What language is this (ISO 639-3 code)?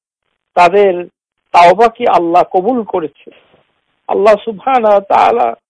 ben